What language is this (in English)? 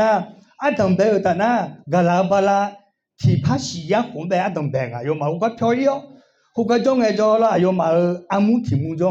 Akha